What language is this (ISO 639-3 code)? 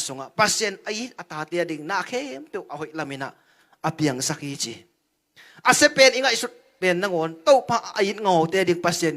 ctd